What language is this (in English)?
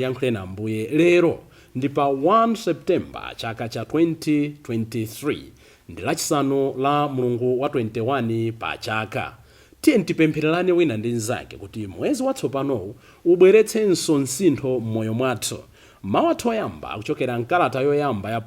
Nyanja